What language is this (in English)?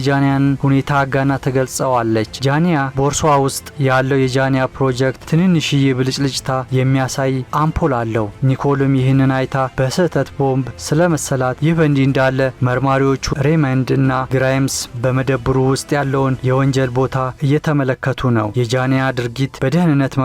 Amharic